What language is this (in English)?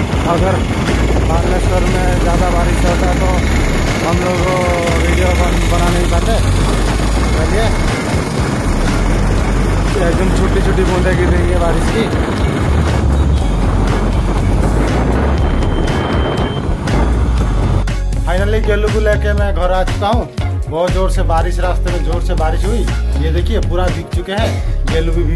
Hindi